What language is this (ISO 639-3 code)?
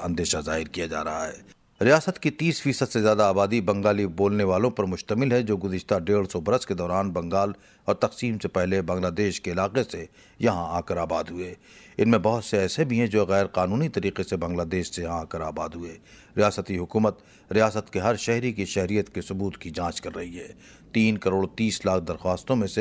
urd